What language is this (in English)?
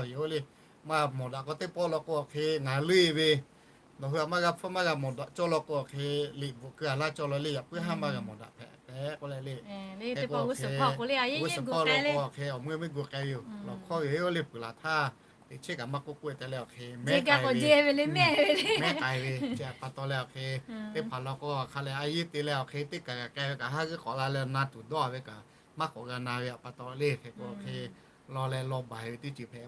Lahu